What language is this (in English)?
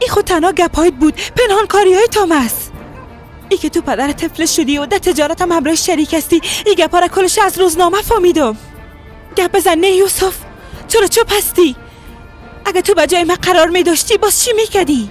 Persian